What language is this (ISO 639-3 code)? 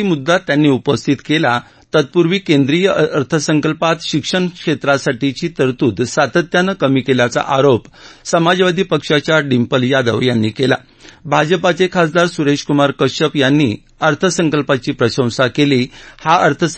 mar